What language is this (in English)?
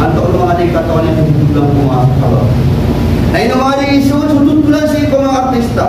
Maranao